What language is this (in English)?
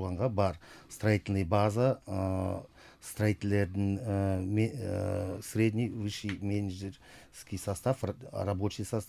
Kyrgyz